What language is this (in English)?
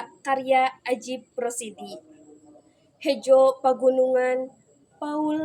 Sundanese